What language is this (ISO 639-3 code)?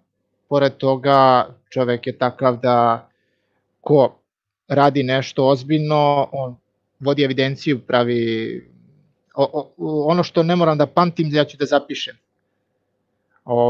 srp